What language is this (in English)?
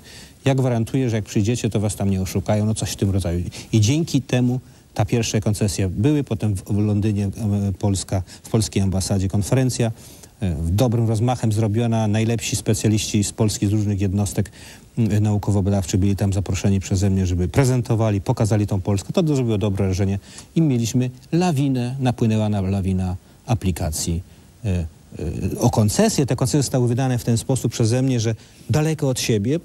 Polish